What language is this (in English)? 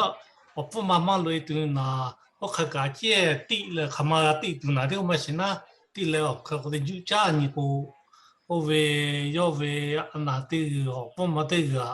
Lahu